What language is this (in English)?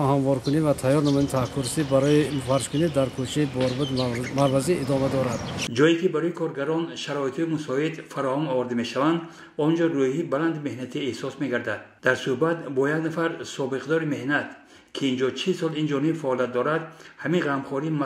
Tajik